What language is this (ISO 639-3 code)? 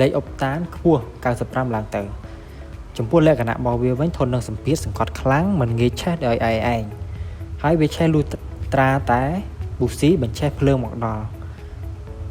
khm